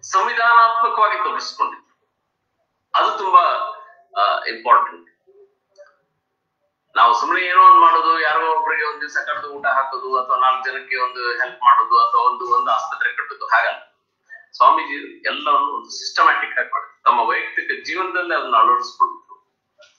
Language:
Kannada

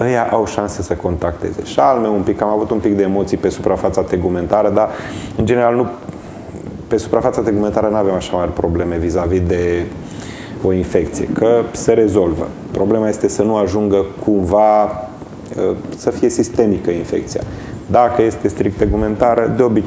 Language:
Romanian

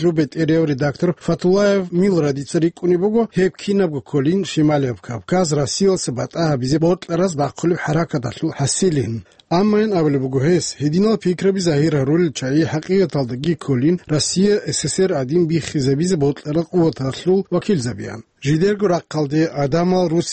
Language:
Avaric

